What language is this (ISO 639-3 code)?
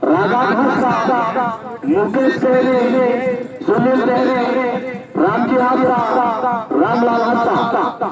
sat